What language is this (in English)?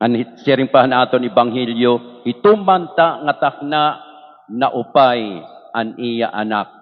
Waray